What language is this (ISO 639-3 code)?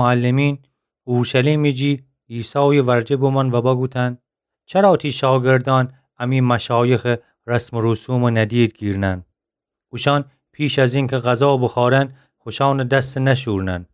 glk